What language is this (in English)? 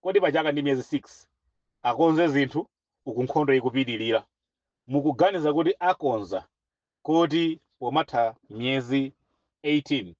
Nyanja